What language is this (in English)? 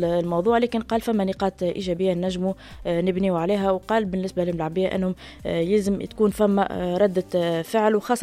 Tunisian Arabic